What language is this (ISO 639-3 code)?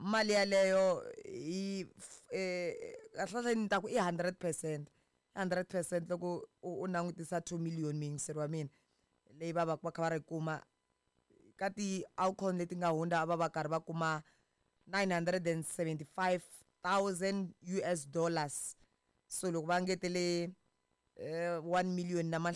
tso